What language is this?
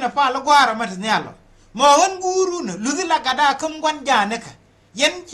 Nuer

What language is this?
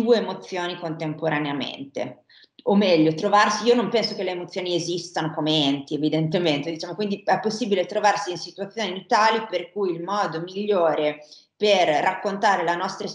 Italian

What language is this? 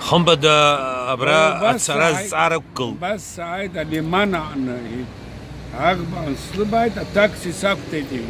Abkhazian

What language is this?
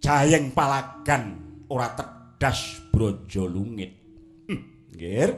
Javanese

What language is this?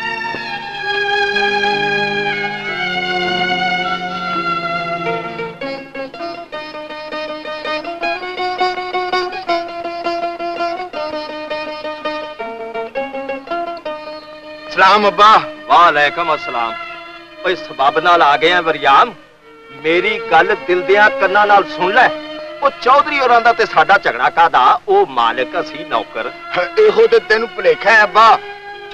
Punjabi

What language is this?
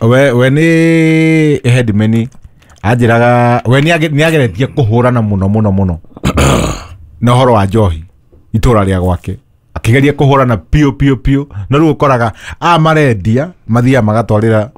Kikuyu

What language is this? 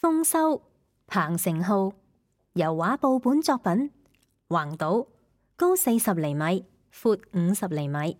Cantonese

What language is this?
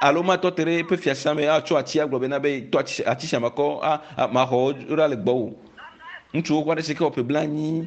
Ewe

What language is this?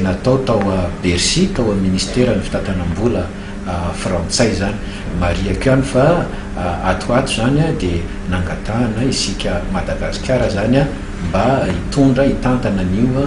Malagasy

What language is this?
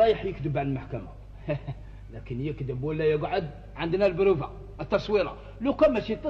Algerian Arabic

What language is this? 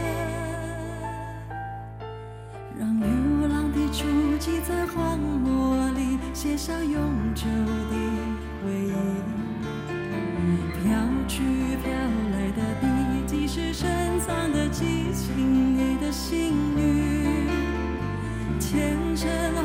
Chinese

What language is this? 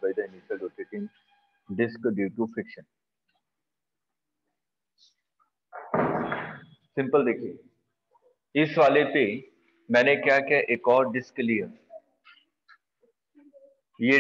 Hindi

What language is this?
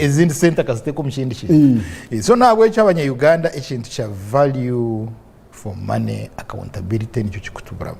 Nyankole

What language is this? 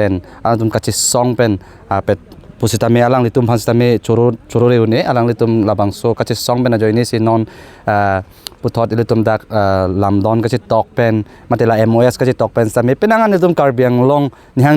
Karbi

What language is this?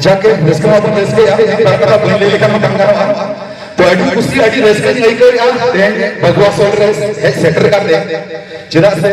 Santali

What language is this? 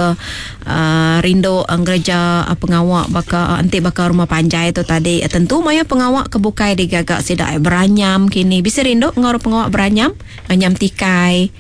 Iban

